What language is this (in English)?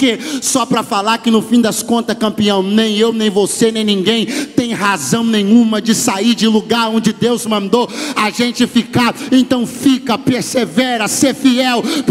Portuguese